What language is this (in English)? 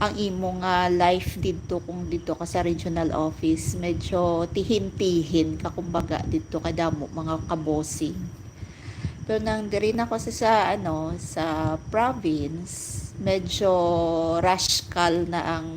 Hiligaynon